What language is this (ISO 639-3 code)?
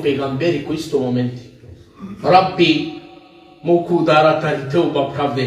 rmn